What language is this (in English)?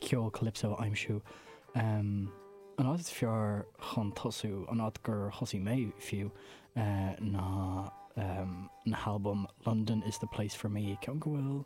Irish